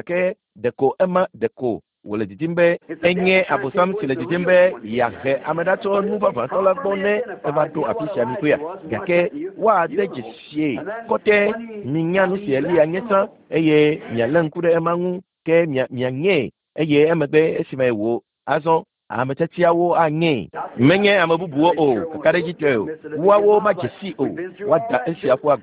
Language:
Ewe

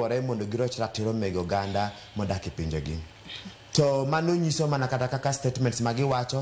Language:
Luo (Kenya and Tanzania)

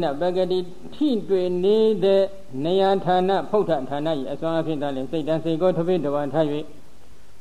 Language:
Burmese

